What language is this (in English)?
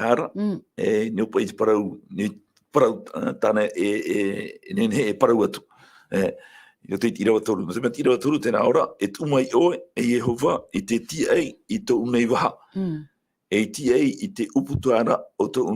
Tahitian